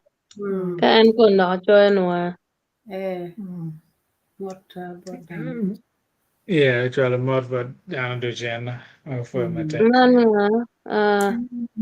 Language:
Acoli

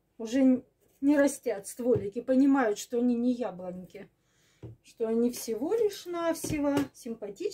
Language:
Russian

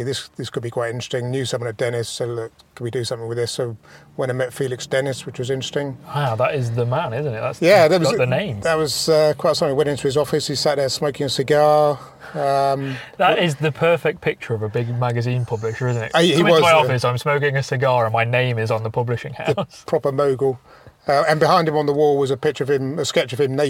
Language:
English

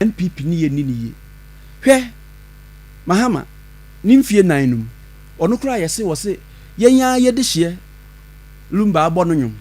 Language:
Akan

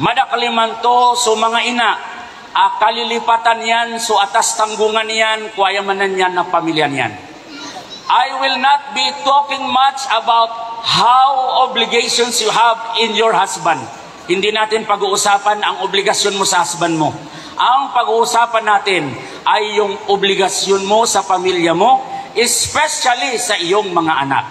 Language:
Maranao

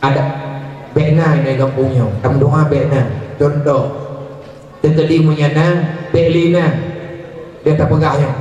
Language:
Achinese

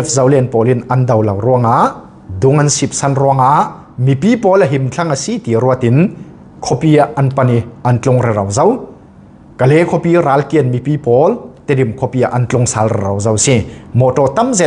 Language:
Falam Chin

